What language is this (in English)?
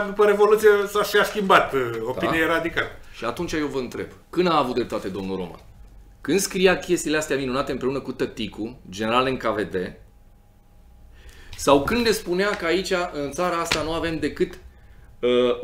Romanian